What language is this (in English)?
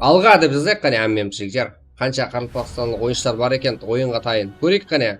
Kara-Kalpak